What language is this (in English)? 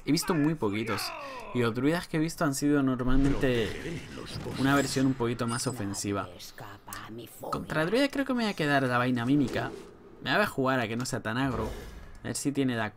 Spanish